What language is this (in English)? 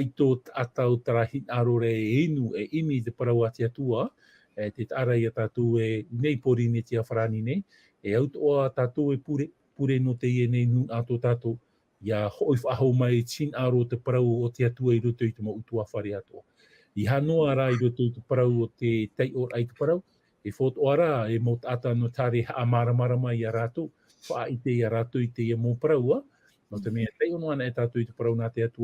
Tahitian